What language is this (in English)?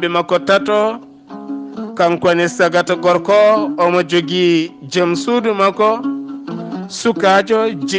Fula